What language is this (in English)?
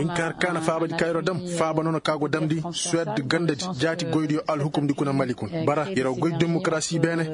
Koyraboro Senni